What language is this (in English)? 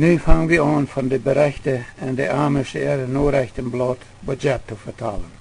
Plautdietsch